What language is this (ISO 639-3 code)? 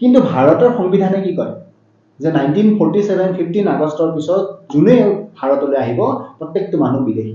asm